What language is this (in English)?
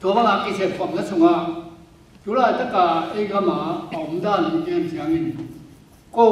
Tedim Chin